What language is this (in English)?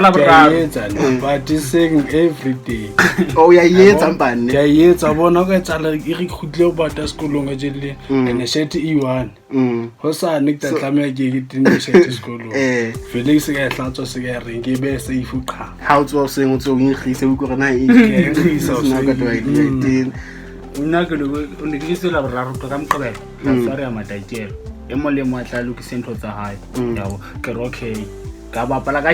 Southern Sotho